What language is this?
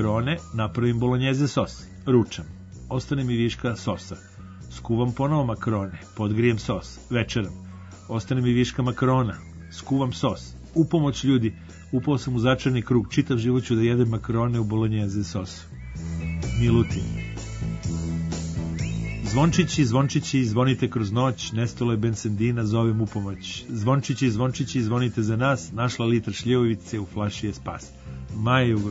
Serbian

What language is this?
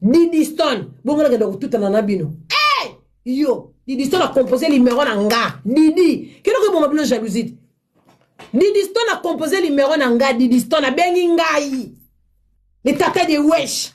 Lingala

